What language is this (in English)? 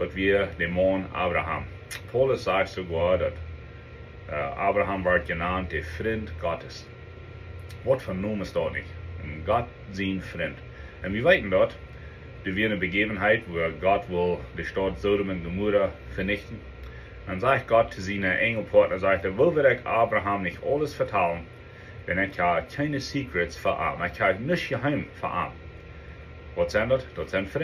Plautdietsch